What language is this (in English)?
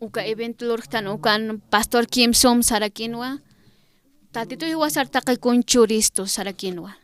Aymara